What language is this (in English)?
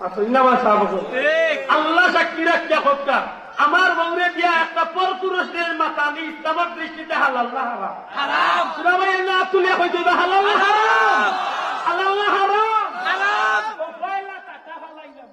Sylheti